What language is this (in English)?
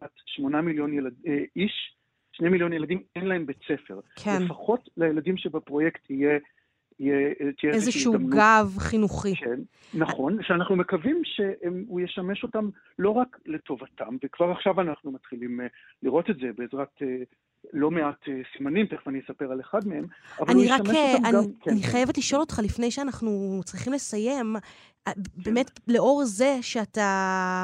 Hebrew